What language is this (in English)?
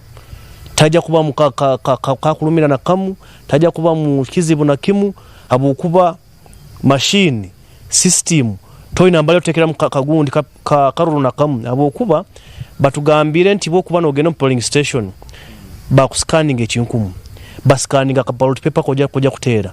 Nyankole